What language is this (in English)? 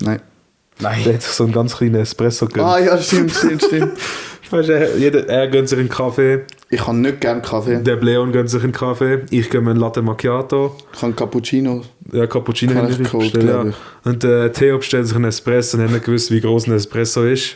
Swiss German